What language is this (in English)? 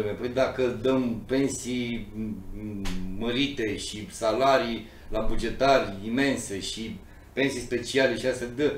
Romanian